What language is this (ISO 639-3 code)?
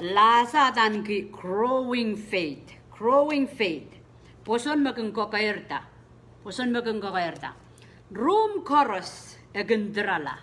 pon